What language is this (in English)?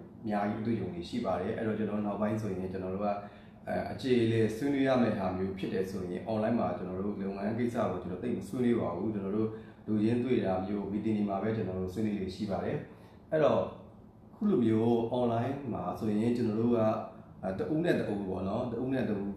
Burmese